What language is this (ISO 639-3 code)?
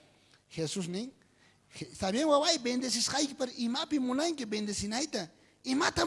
quh